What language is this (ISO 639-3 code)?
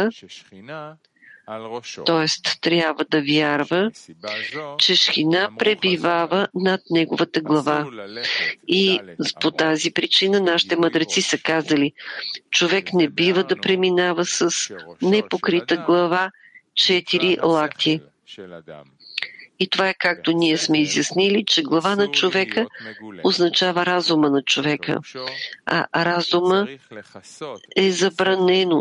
bul